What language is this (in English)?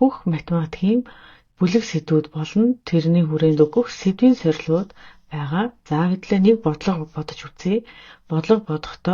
Mongolian